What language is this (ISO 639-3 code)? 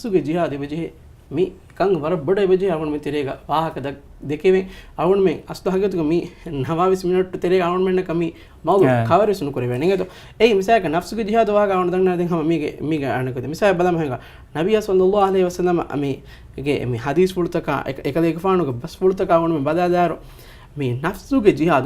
div